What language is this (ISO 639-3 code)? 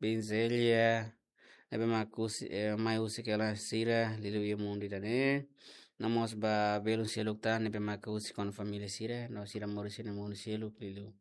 tet